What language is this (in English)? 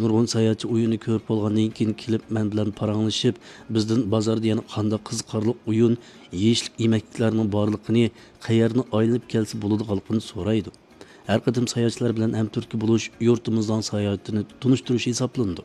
Uyghur